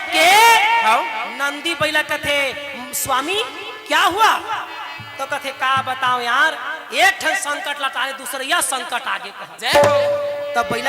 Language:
Chhattisgarhi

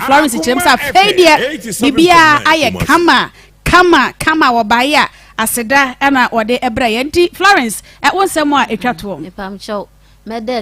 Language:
Akan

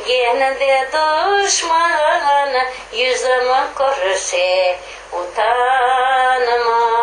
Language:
Crimean Tatar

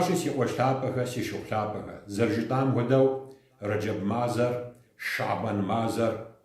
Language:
Kabardian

